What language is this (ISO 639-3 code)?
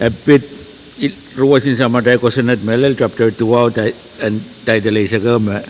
pon